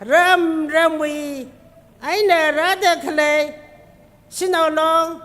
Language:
Tangkhul Naga (India)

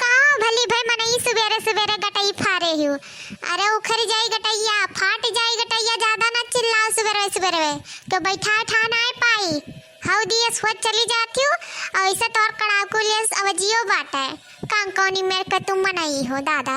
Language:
Awadhi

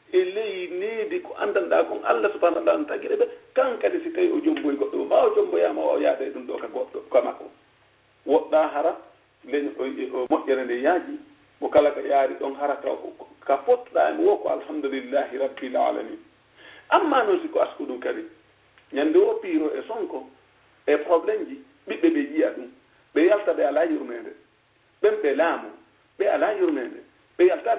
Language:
Fula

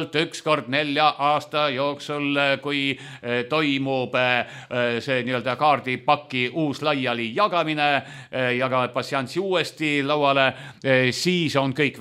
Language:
Estonian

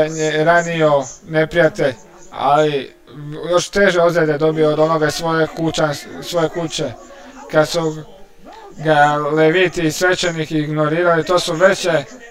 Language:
Croatian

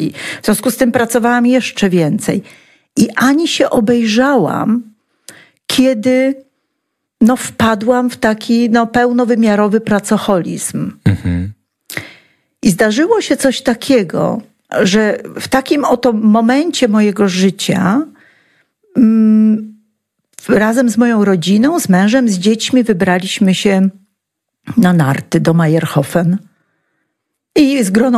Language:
Polish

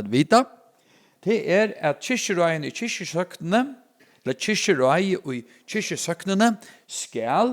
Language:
Faroese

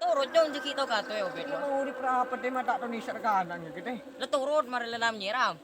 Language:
Madurese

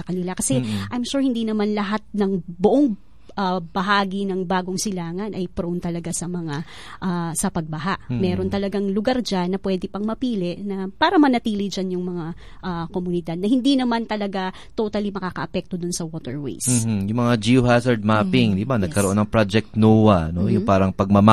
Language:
Filipino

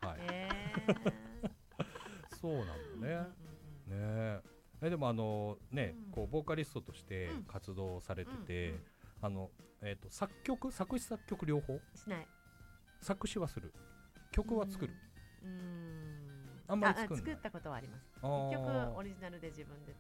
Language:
Japanese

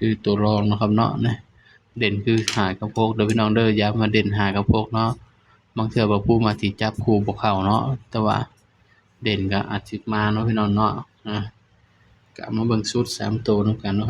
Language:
Northeastern Thai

